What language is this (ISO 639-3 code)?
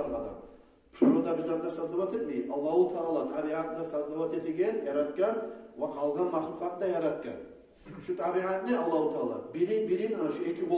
kum